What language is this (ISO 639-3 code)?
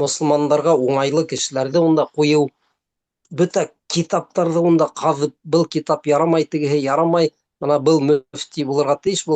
bak